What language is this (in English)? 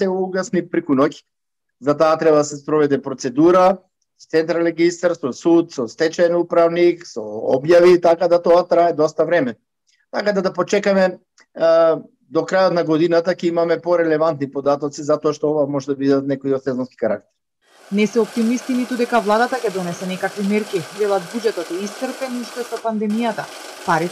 Macedonian